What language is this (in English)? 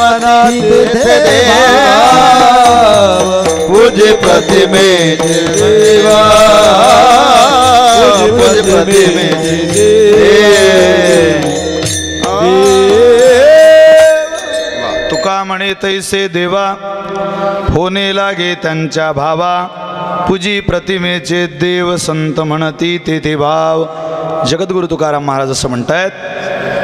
Marathi